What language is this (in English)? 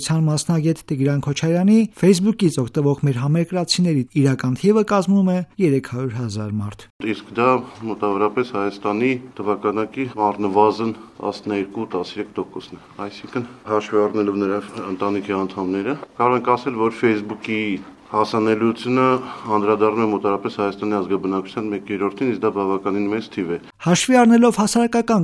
Armenian